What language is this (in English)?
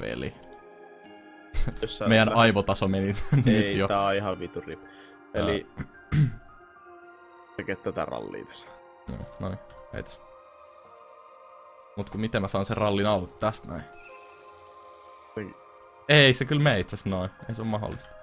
Finnish